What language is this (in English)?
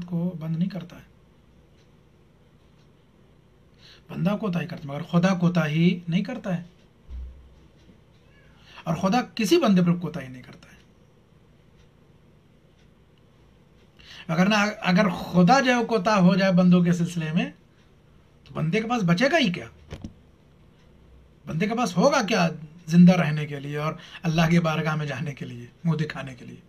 Urdu